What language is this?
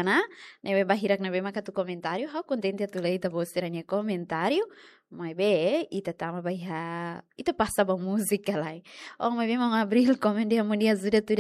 Tetum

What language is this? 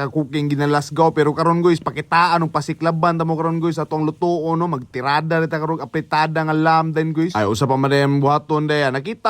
Cebuano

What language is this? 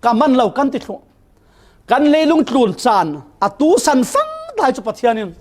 Falam Chin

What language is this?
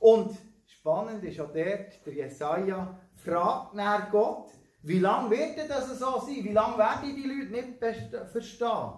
Swiss German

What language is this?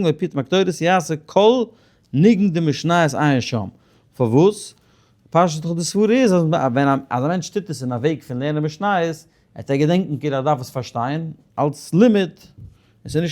Yiddish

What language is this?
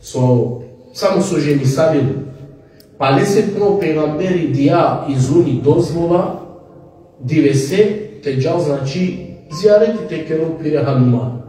Balkan Romani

